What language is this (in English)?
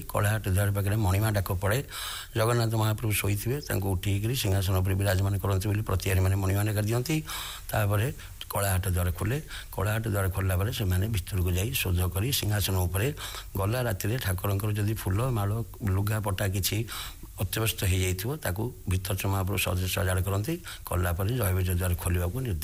Odia